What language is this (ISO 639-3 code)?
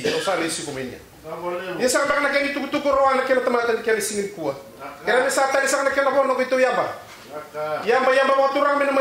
fij